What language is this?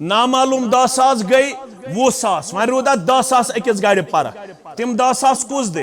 Kashmiri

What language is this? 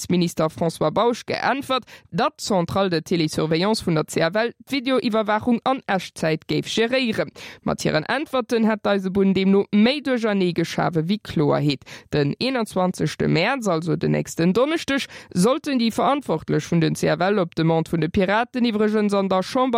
Luxembourgish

